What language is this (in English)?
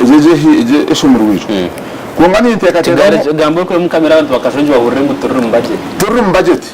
Nyankole